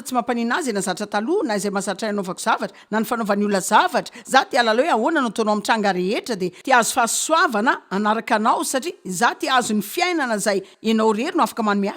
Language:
Malagasy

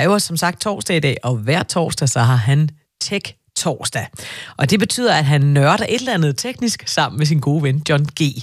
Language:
Danish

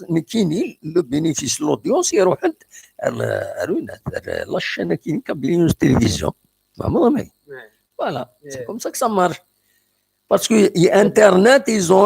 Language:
Kabyle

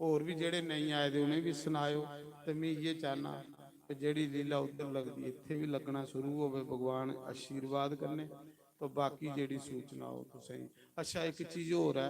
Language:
Dogri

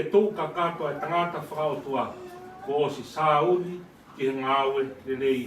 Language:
Tongan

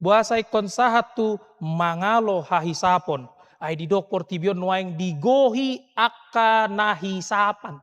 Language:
Batak Toba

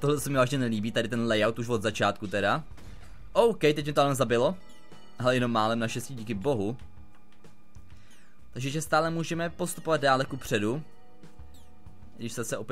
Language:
Czech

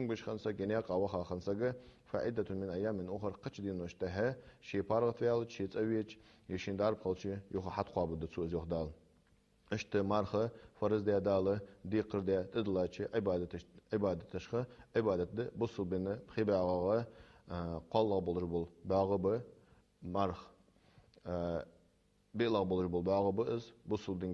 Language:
Ingush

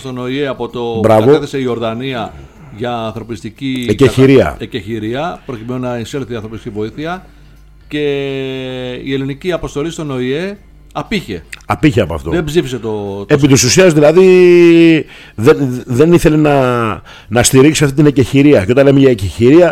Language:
Greek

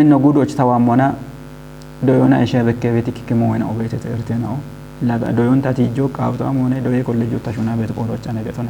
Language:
Kafa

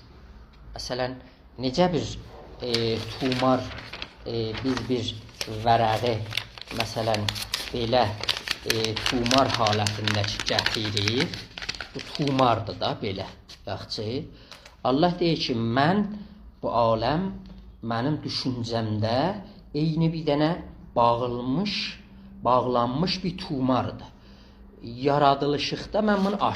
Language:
South Azerbaijani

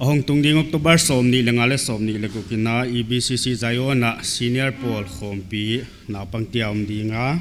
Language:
Paite Chin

